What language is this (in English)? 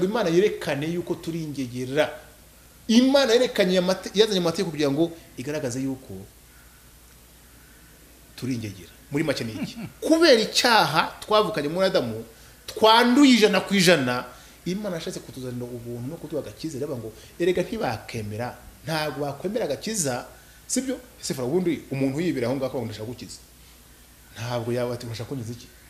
Kinyarwanda